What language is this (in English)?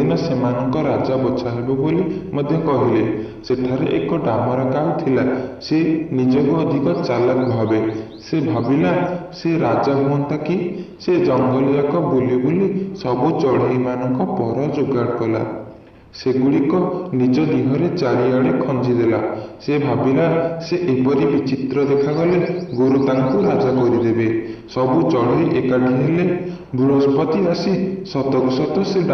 Odia